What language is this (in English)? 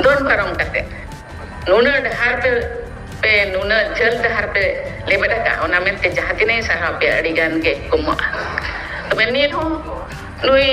Santali